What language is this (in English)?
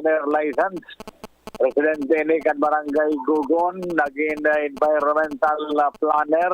Bikol